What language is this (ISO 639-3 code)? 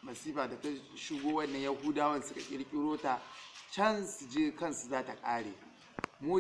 hau